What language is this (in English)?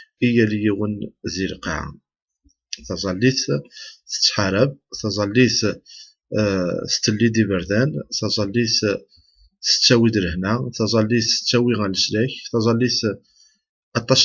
Kabyle